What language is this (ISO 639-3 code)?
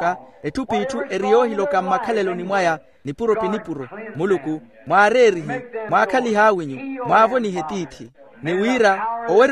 vmw